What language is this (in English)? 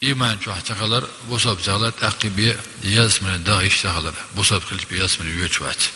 Chechen